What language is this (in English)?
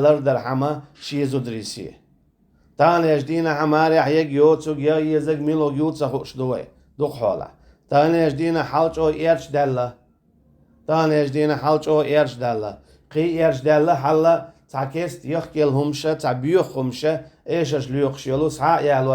Chechen